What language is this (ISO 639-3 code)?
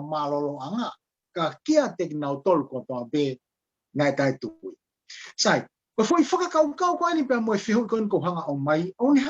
ton